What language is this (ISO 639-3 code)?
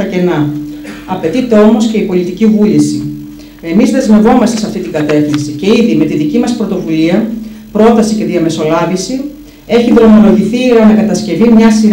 ell